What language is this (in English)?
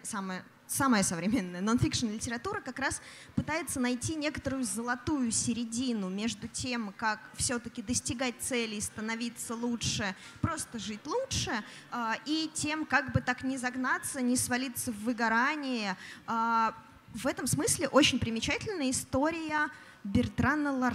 Russian